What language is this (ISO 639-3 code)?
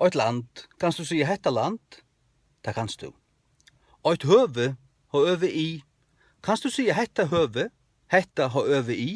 fao